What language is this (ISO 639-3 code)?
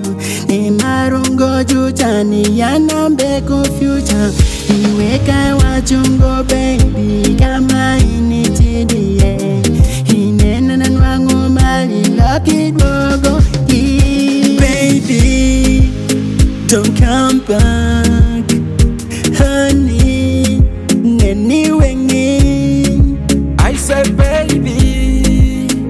swa